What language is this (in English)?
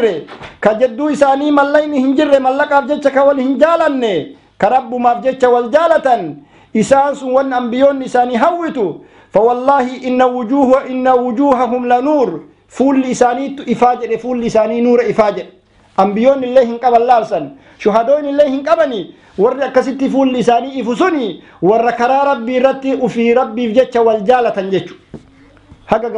Oromo